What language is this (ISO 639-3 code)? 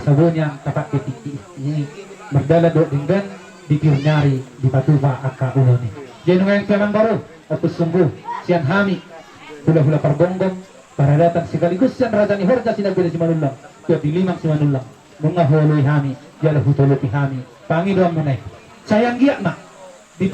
bbc